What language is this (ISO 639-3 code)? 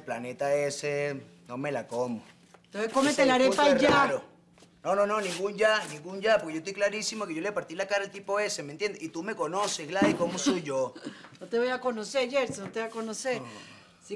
spa